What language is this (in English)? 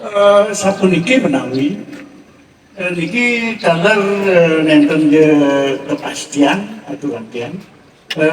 Balinese